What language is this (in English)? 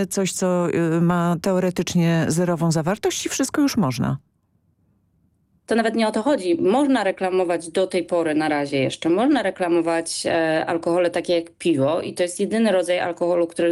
Polish